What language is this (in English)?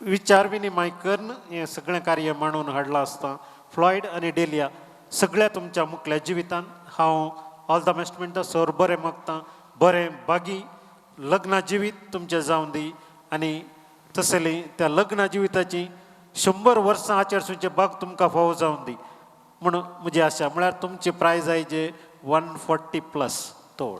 Konkani